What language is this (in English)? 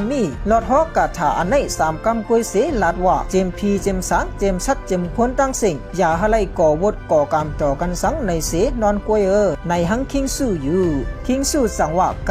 Shan